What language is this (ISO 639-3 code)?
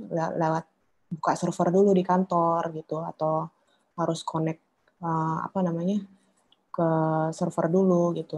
ind